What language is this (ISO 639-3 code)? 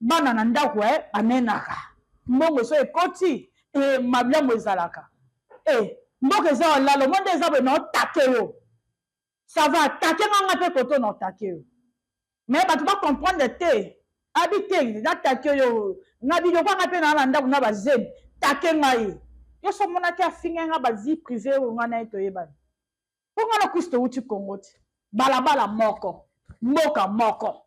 lin